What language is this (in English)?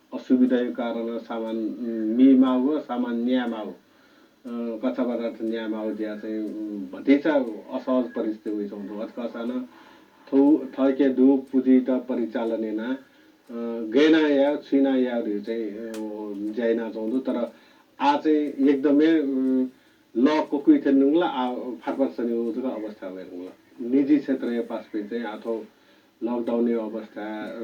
Newari